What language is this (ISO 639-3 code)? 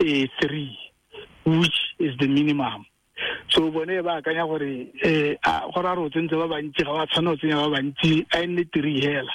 tsn